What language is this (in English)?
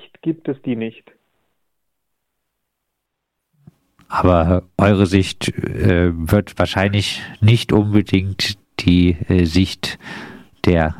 German